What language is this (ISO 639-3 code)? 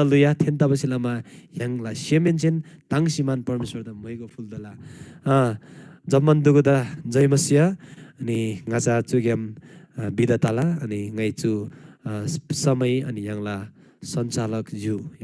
taj